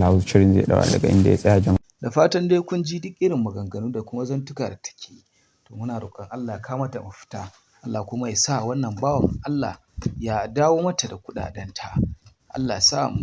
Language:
Hausa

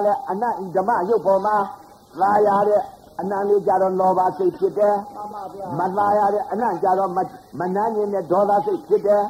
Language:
Burmese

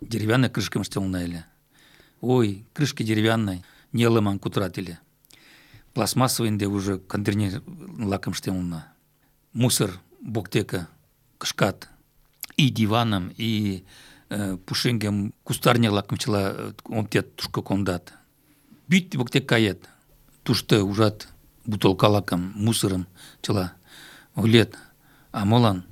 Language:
Mari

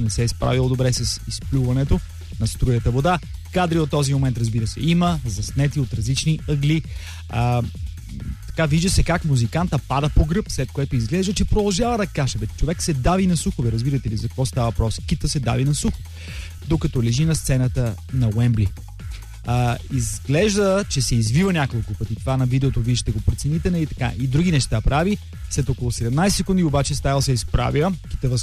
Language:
Bulgarian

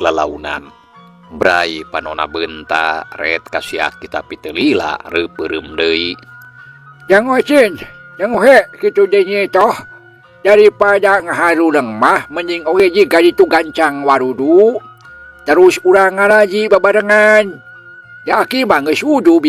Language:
Sundanese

